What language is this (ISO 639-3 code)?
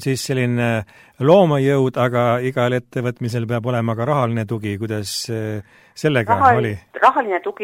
est